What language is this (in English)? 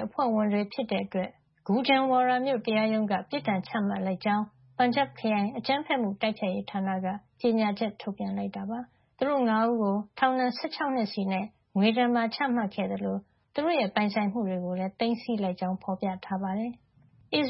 Burmese